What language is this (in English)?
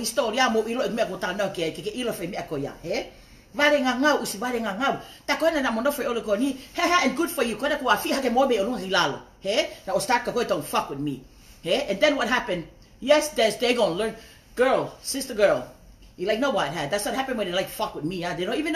Tongan